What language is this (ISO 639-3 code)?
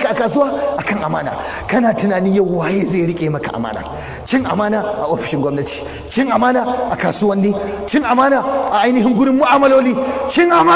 hau